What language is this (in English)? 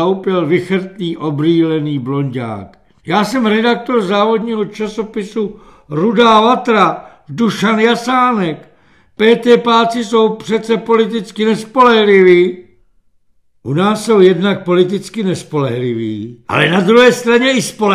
Czech